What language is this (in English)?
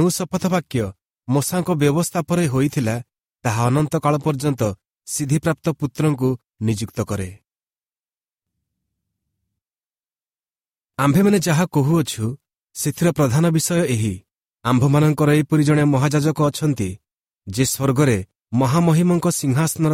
Odia